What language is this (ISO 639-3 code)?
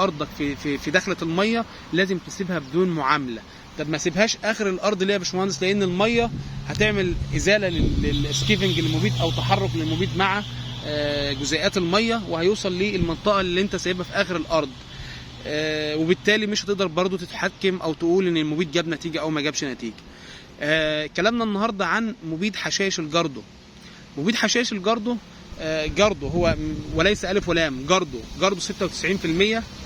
arz